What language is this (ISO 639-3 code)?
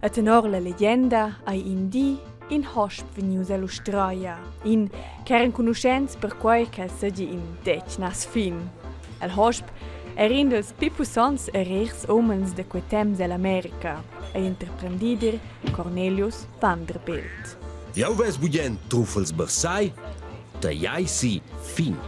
roh